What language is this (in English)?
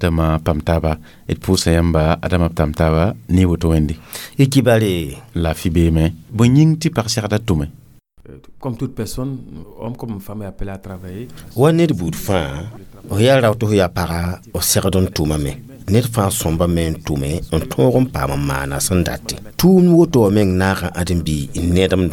Mossi